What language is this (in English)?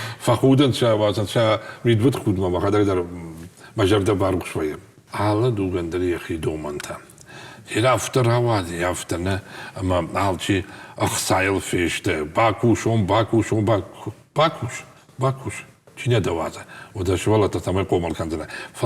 Ossetic